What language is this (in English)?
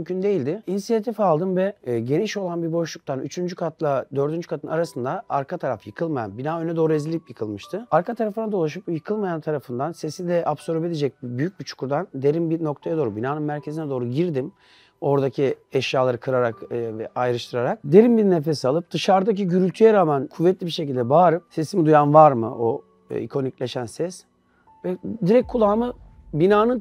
Turkish